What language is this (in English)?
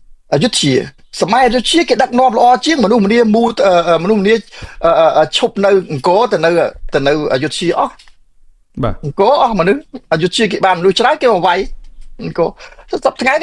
Khmer